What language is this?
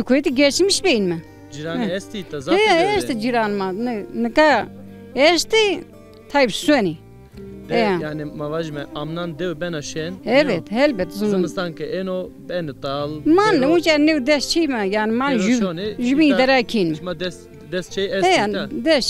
Zaza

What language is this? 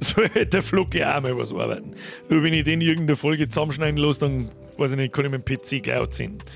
Bavarian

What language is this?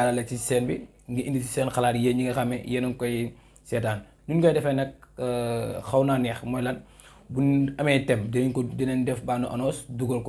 Wolof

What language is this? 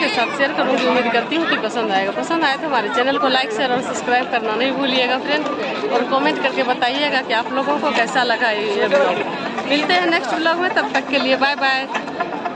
Hindi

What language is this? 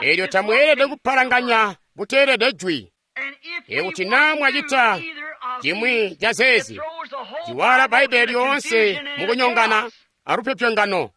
Tonga (Zambia)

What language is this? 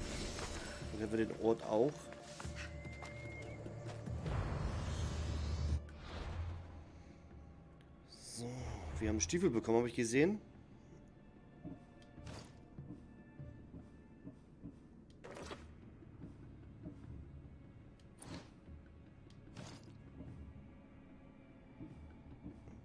German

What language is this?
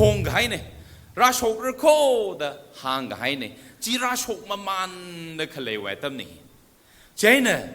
Tangkhul Naga (India)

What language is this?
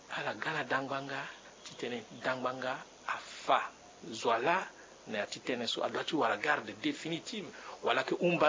Sango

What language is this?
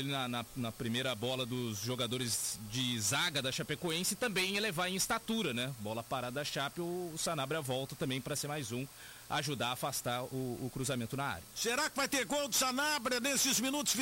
Portuguese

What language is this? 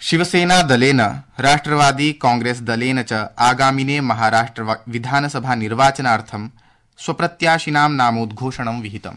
Sanskrit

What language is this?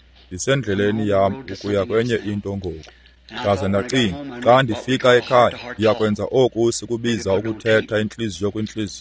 Xhosa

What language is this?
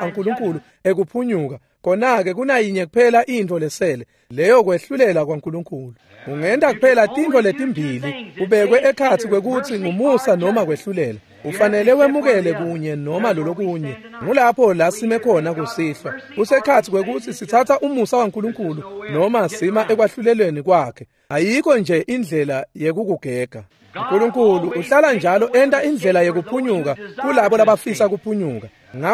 Swati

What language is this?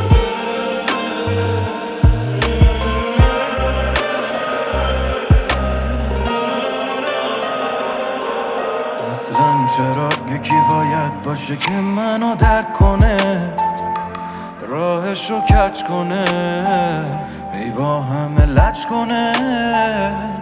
Persian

